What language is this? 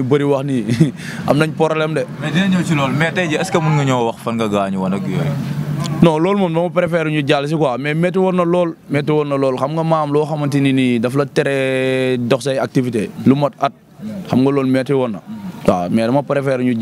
Wolof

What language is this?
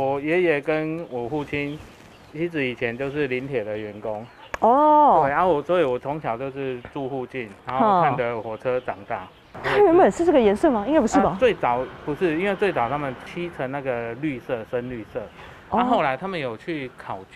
Chinese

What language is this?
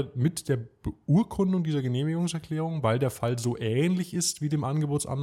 German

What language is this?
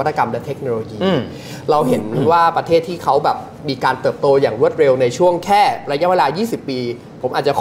Thai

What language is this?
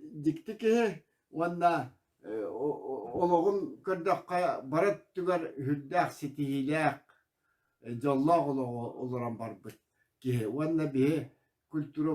Yakut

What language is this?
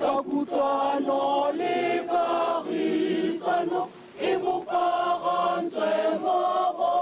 Tswana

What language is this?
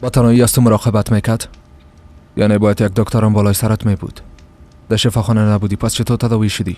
Persian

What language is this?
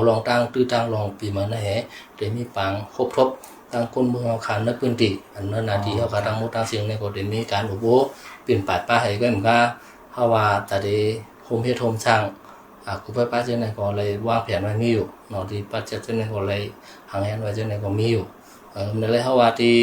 Shan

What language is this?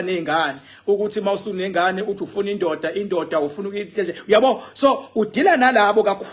Zulu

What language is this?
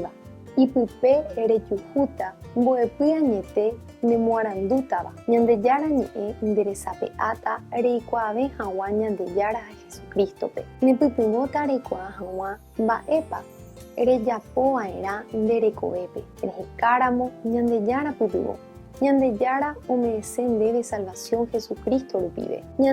Guarani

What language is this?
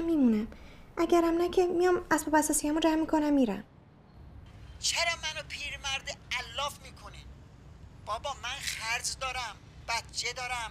Persian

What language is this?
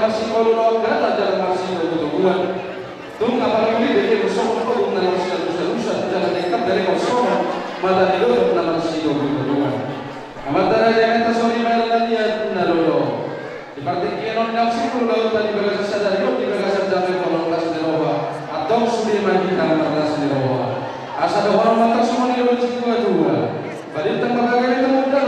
Batak Toba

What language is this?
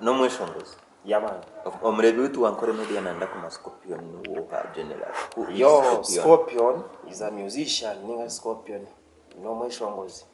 Nyankole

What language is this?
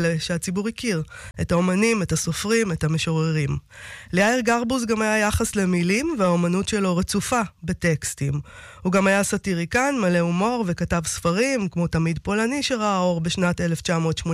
Hebrew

